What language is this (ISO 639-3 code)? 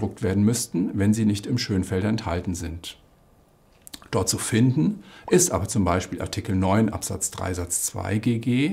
deu